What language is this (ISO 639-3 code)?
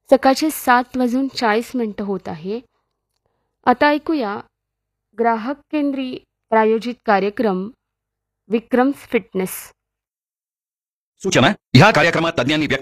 mar